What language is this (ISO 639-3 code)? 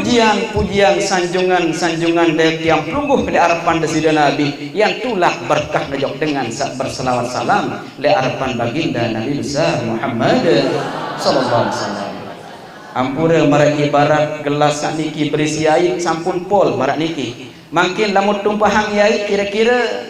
sas